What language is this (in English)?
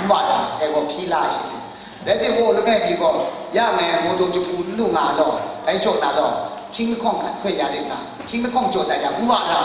Kachin